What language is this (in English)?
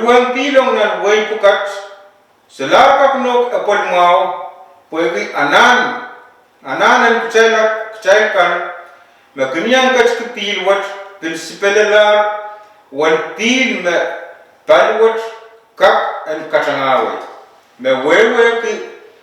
Pohnpeian